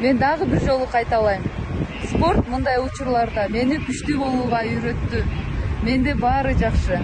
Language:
Kyrgyz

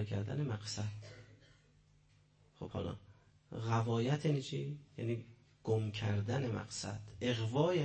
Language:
Persian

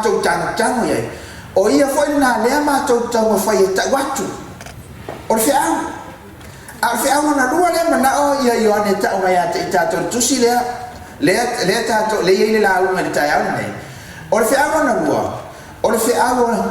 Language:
Samoan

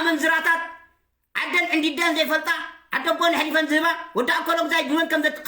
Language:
Tigrinya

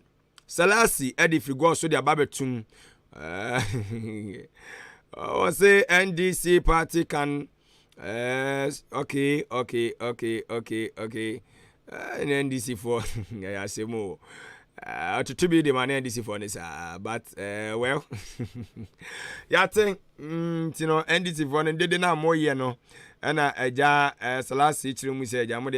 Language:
Akan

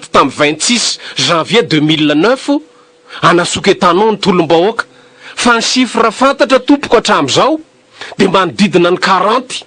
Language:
Malagasy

